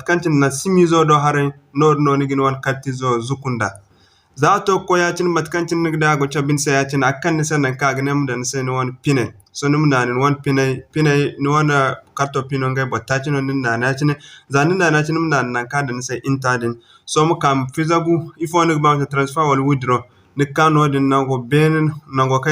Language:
Zarma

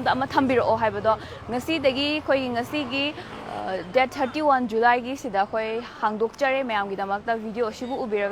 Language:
Manipuri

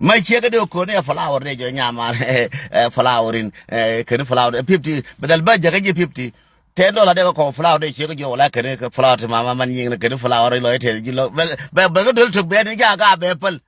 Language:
Nuer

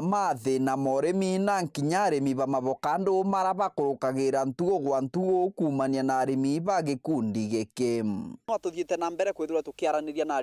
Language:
Meru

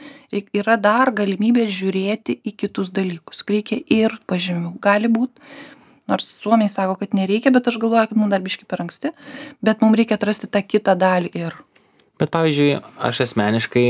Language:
Lithuanian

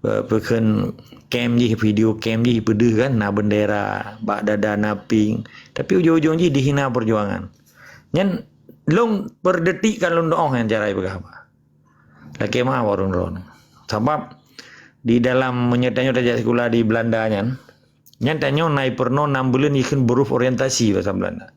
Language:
Achinese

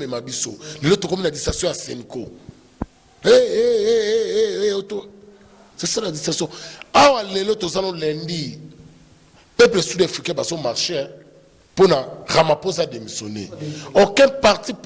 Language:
Lingala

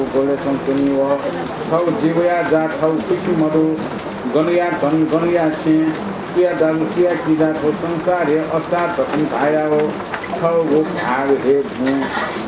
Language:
Newari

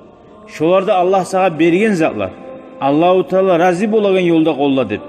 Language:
Kumyk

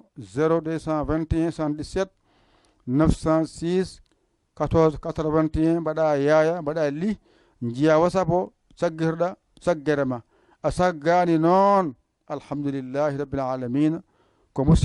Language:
Fula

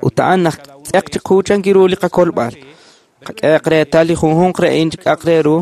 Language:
Kekchí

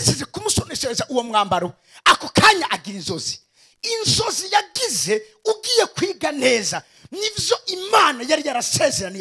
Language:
Rundi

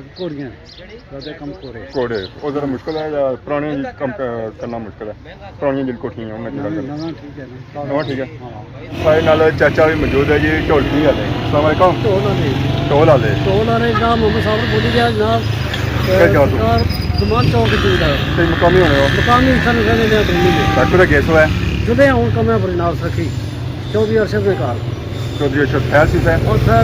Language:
Pahari-Potwari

